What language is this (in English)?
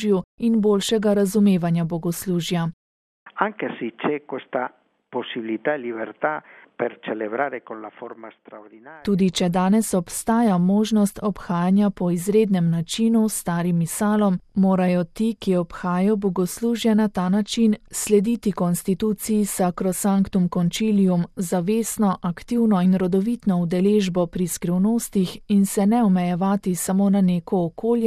Slovenian